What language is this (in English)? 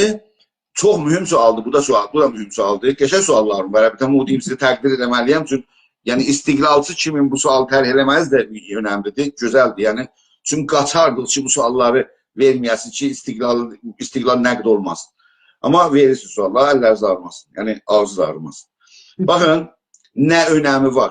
South Azerbaijani